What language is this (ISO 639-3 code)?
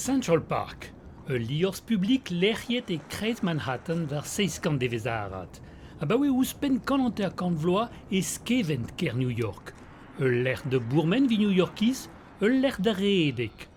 bre